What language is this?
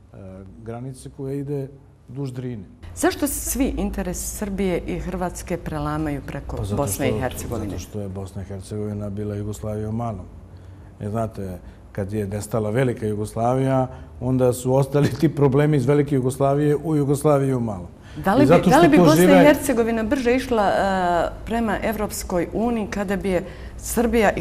Bosnian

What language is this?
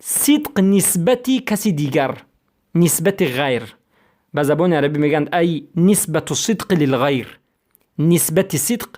Persian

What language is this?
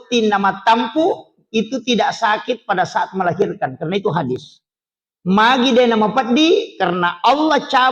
Buginese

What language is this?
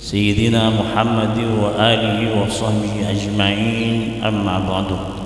Madurese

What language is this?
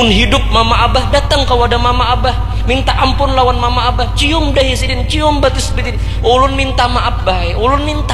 Banjar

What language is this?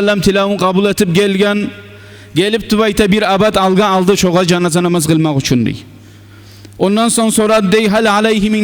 Kumyk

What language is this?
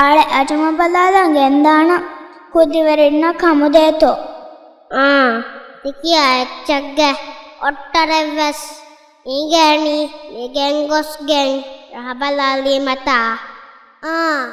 Divehi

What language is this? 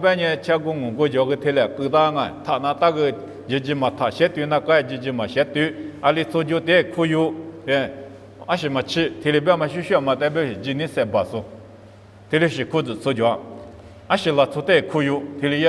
Lisu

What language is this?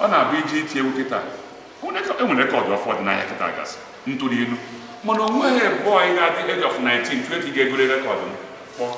Igbo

